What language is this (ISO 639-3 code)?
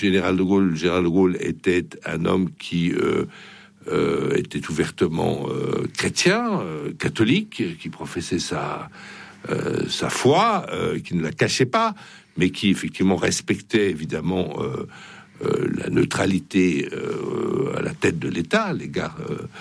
fra